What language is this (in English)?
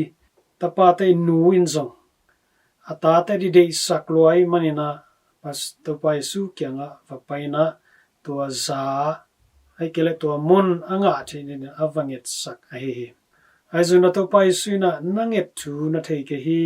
Tedim Chin